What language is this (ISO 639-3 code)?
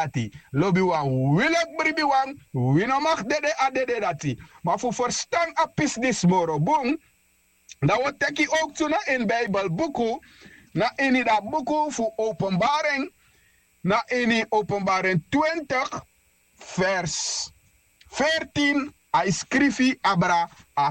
srn